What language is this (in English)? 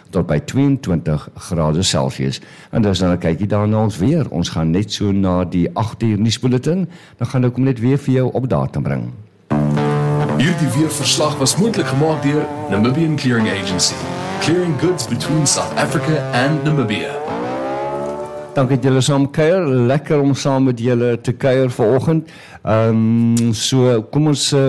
Afrikaans